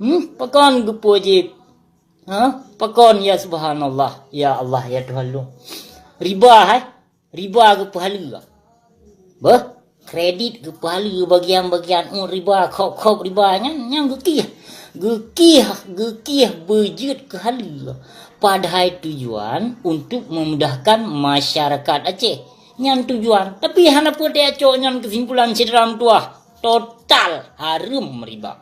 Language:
Achinese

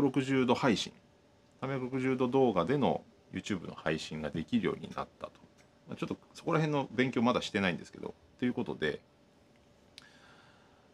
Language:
Japanese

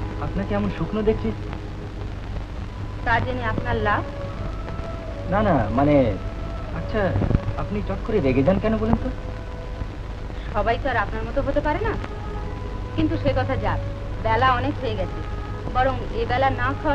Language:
Bangla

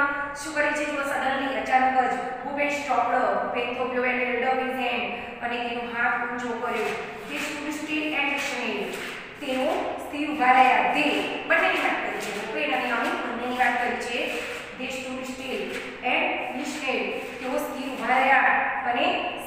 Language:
Gujarati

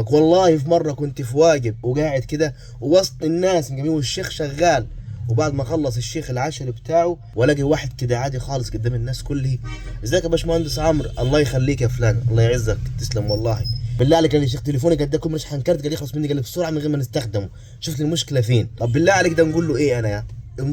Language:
Egyptian Arabic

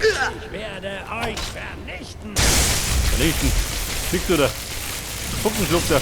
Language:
Bavarian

